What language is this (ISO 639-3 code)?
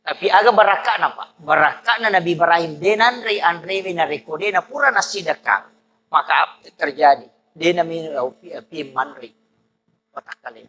bug